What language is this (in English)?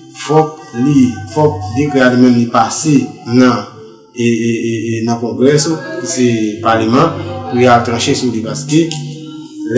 Haitian Creole